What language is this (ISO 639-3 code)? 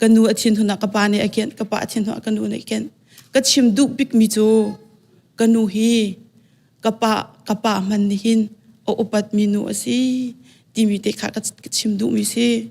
cnh